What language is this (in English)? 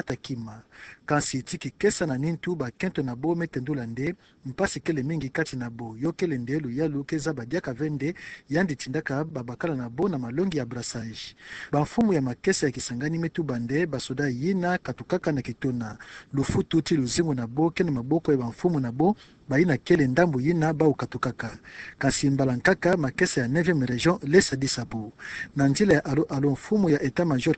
Kituba (Democratic Republic of Congo)